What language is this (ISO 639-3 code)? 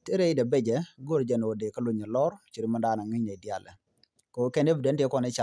nus